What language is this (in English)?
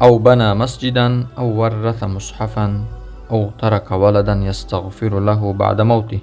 Tajik